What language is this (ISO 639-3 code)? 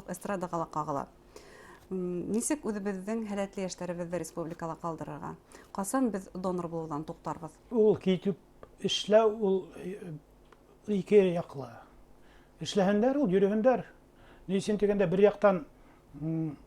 bak